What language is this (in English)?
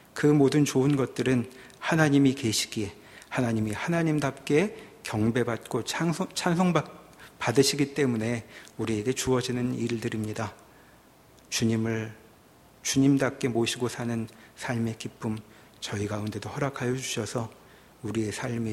Korean